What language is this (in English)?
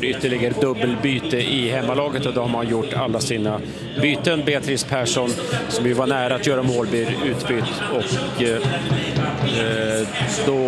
Swedish